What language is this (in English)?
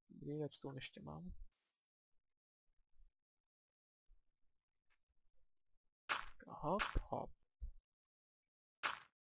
Czech